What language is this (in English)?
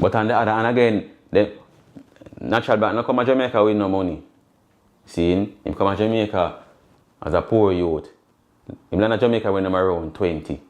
Jamaican Creole English